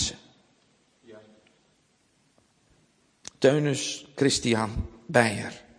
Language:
Dutch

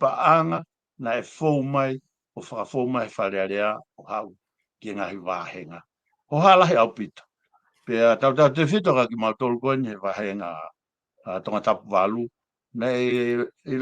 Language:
Tongan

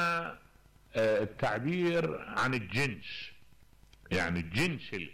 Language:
Mesopotamian Arabic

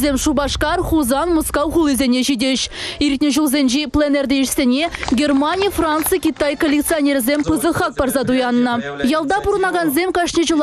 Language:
Chuvash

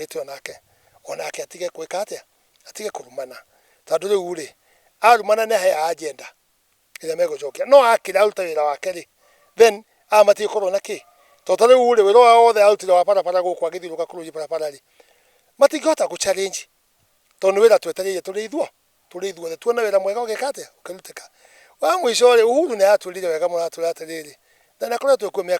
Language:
Kikuyu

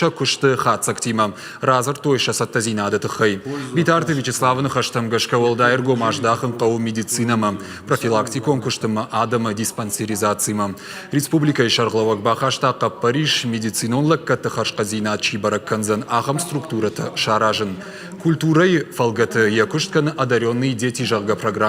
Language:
Ossetic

